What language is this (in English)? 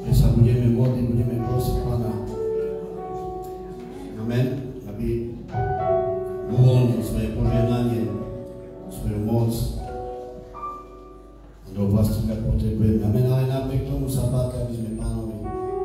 Slovak